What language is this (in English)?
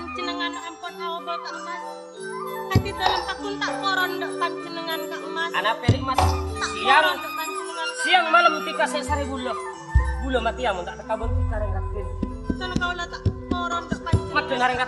Madurese